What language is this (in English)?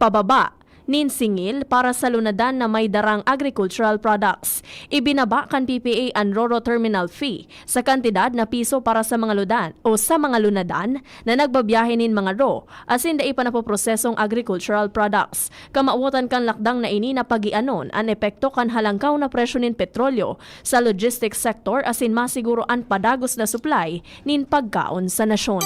Bikol